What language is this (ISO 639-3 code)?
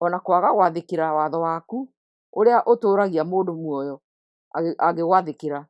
kik